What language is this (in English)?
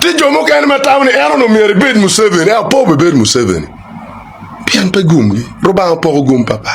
Acoli